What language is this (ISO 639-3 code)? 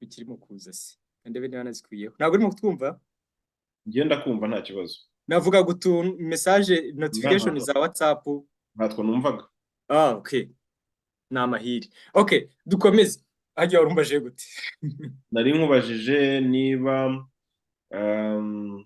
kin